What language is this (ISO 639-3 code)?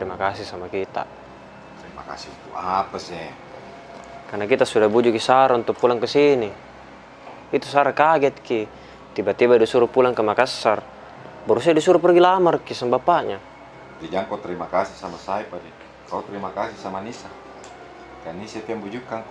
mfp